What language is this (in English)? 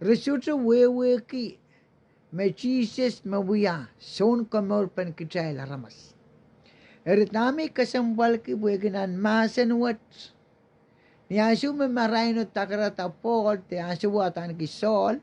Pohnpeian